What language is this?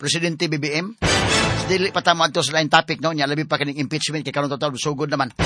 Cebuano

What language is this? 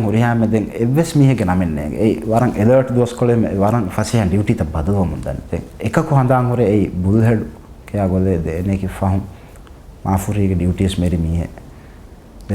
Divehi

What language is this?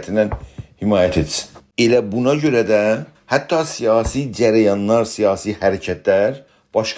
South Azerbaijani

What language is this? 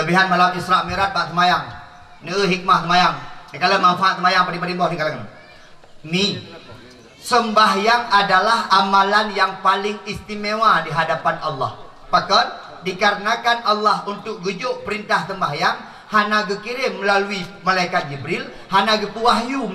Achinese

